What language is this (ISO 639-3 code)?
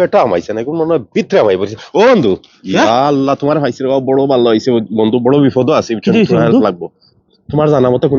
syl